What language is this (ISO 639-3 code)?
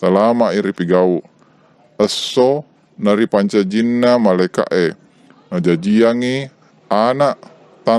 bug